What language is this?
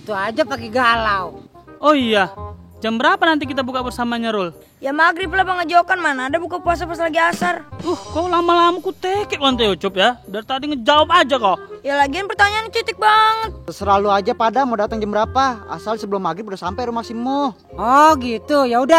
Betawi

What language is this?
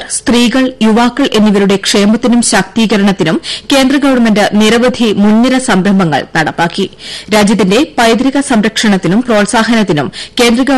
Malayalam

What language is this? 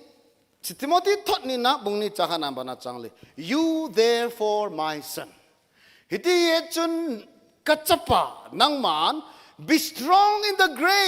Thado Chin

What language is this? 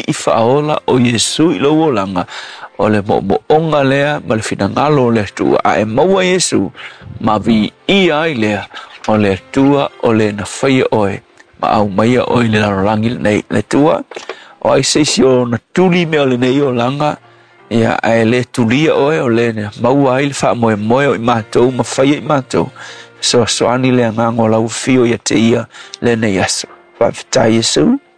Samoan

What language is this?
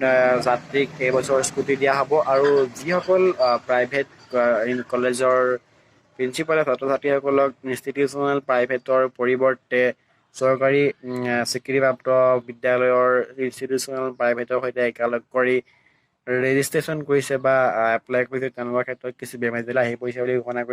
Assamese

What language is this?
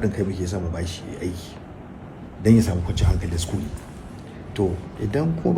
Hausa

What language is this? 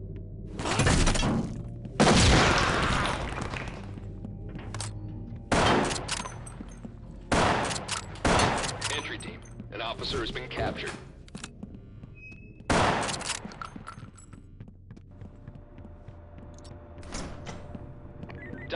English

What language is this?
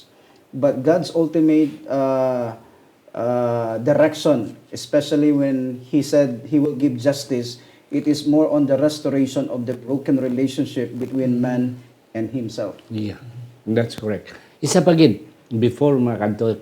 Hiligaynon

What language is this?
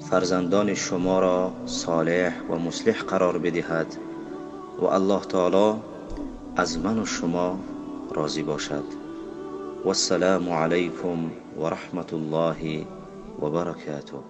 Tajik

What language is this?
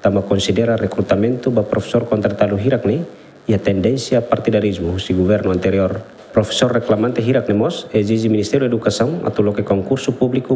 Tetum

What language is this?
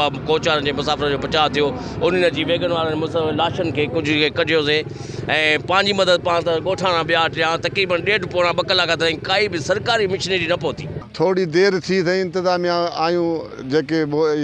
Sindhi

